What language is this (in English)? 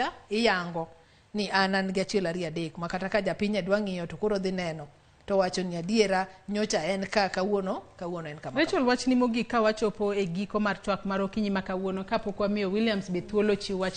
Luo (Kenya and Tanzania)